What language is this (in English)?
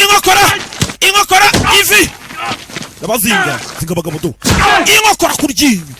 Kinyarwanda